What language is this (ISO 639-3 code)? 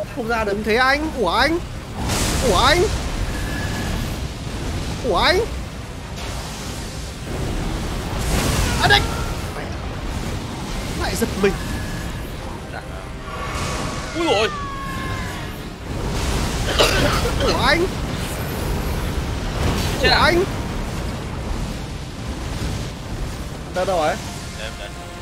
vie